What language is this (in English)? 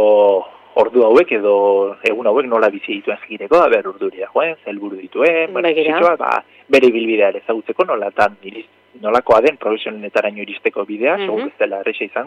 Basque